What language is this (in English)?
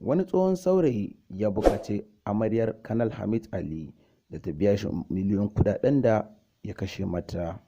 Hausa